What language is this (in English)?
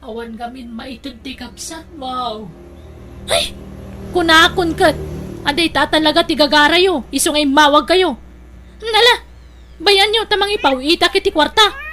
Iloko